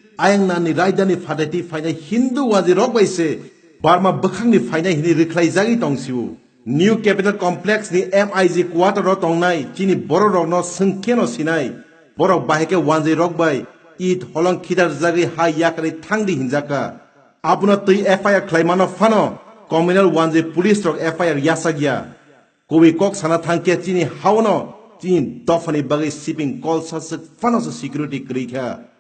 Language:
Kok Borok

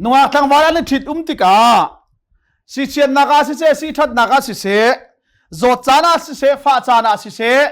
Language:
Hakha Chin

